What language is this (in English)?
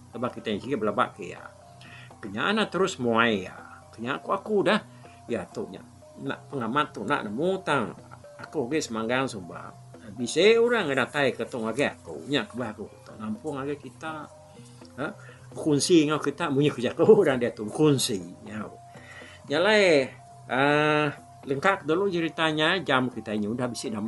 Iban